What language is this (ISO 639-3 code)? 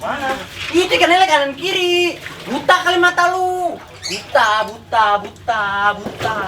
bew